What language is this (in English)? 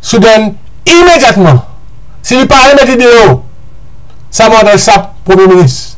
Morisyen